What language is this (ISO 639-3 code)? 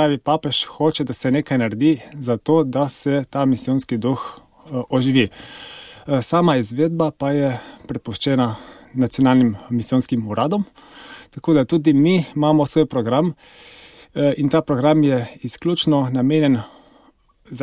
slv